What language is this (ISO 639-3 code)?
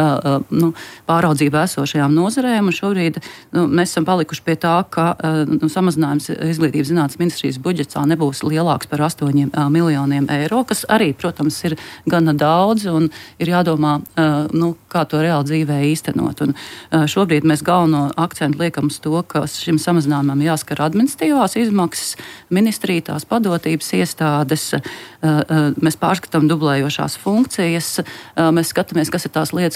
lav